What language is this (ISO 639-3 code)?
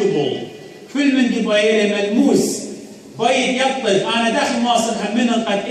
aii